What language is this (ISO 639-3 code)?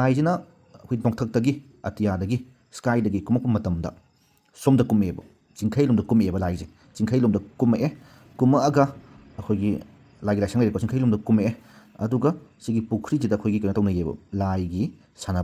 mni